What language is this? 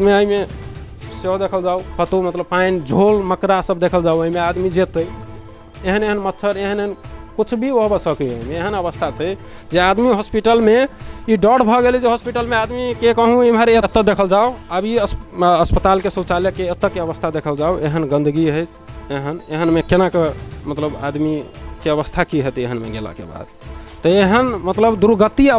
Maithili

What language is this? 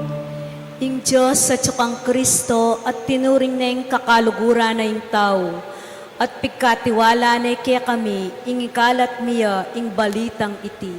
Pampanga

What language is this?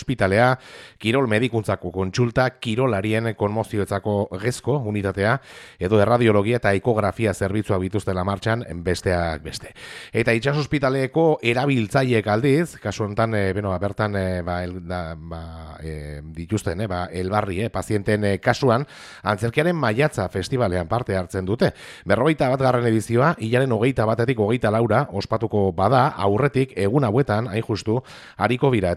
Basque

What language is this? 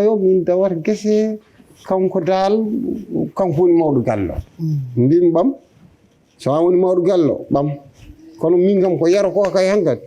Fula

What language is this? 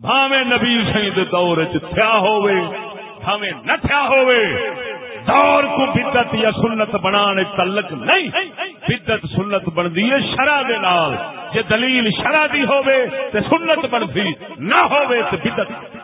Saraiki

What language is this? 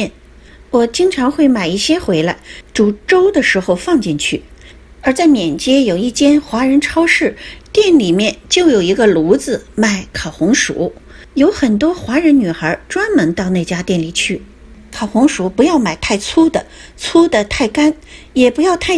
Chinese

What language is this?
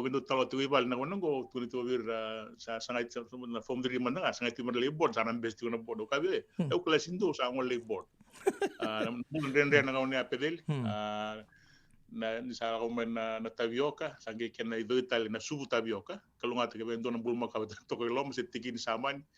Fijian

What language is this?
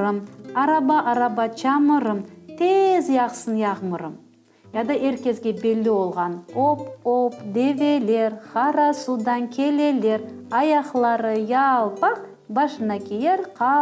Crimean Tatar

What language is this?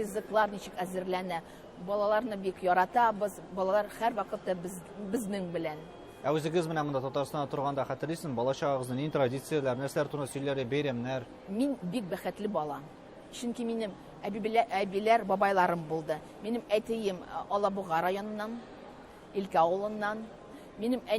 Tatar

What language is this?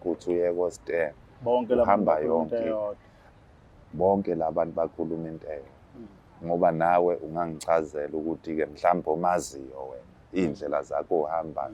Zulu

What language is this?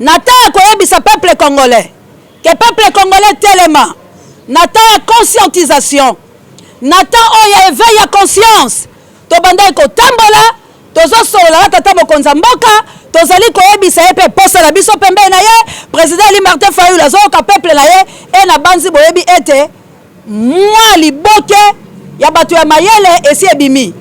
Lingala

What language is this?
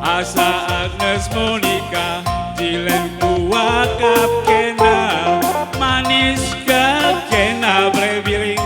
Batak Karo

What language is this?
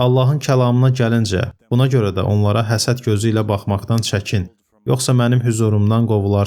Azerbaijani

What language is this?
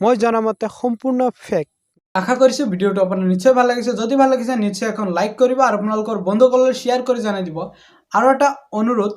Assamese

